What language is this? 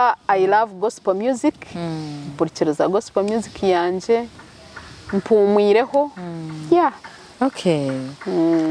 Nyankole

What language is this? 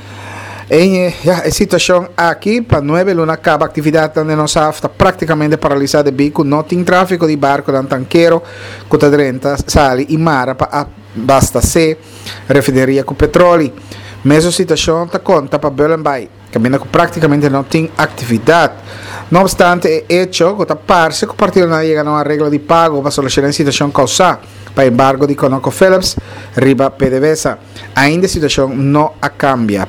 Papiamento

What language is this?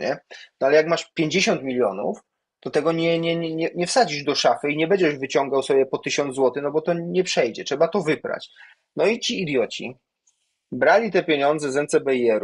Polish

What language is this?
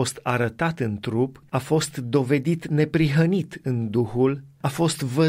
Romanian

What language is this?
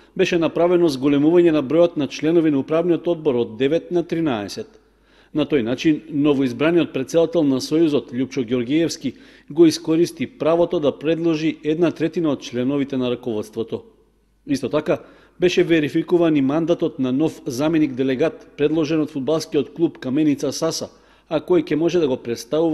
Macedonian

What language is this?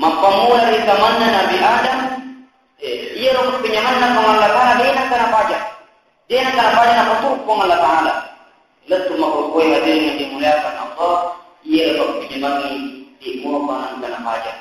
Buginese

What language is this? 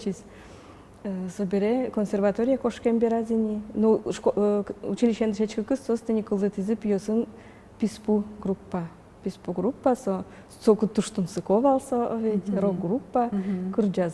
Udmurt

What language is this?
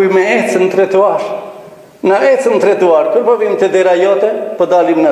Albanian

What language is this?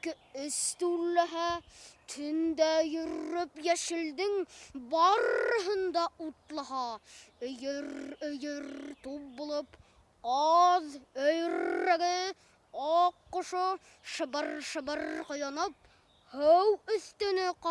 Bashkir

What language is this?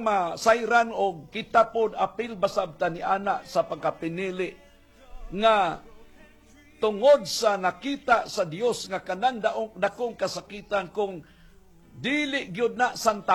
Cebuano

